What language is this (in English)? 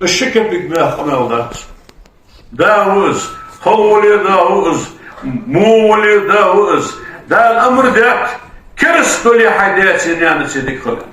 Ingush